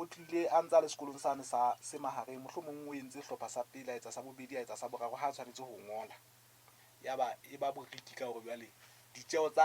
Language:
Southern Sotho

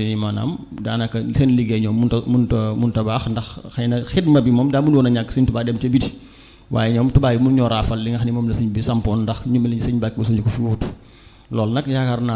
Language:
Wolof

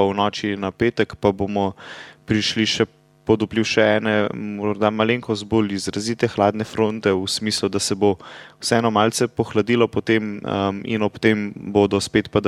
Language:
Slovenian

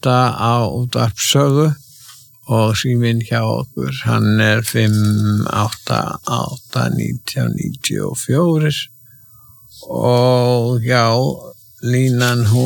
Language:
Icelandic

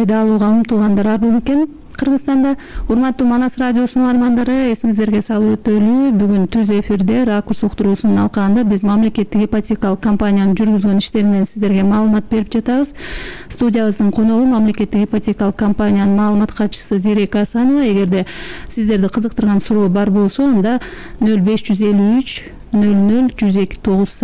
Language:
Kyrgyz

